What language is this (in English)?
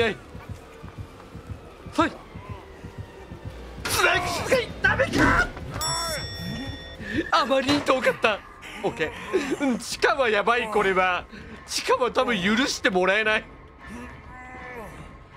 Japanese